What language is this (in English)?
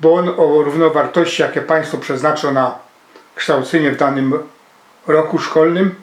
Silesian